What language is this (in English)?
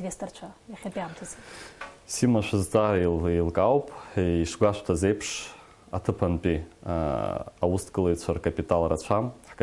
Abkhazian